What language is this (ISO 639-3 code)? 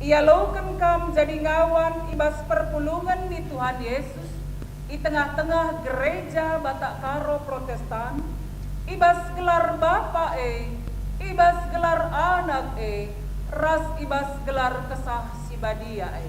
btx